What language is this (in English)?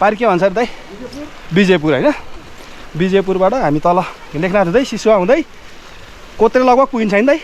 Nepali